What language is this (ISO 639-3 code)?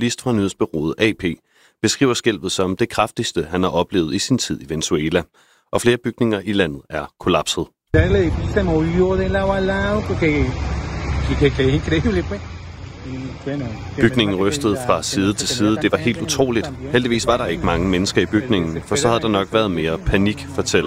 dan